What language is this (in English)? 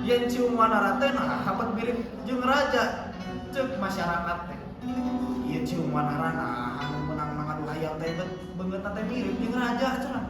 Sundanese